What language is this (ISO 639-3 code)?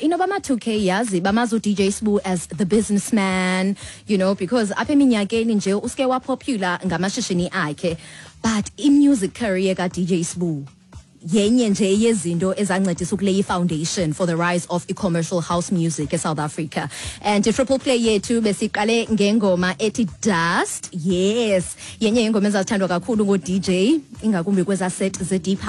xho